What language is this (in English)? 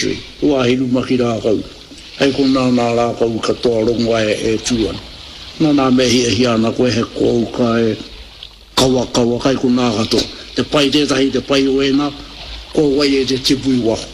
Māori